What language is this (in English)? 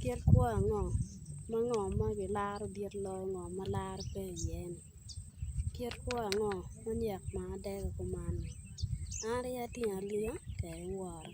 Acoli